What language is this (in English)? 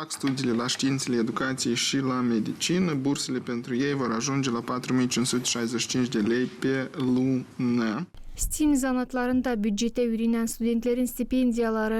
Gagauz